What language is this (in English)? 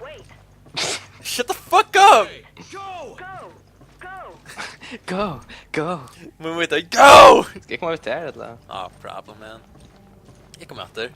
Faroese